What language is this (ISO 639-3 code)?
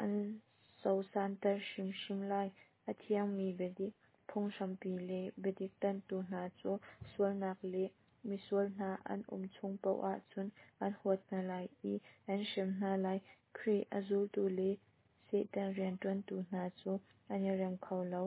cnh